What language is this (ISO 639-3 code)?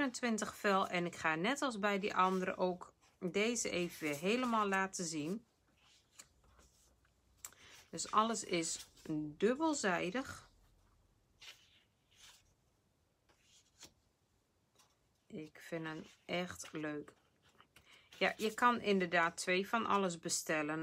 nld